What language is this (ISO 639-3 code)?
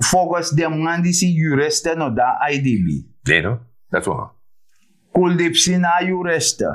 srn